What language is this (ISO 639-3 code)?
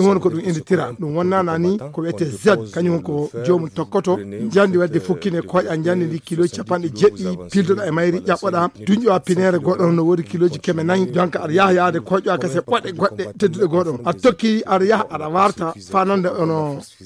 ful